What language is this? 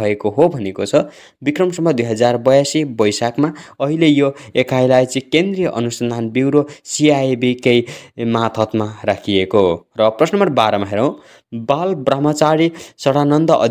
Nepali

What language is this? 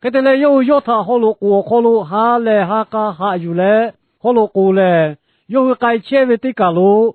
Lahu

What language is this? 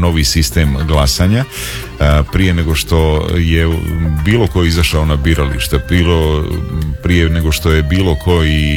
Serbian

